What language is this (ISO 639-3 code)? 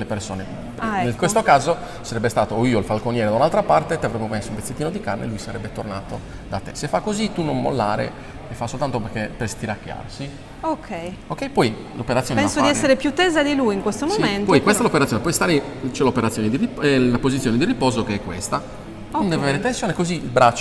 ita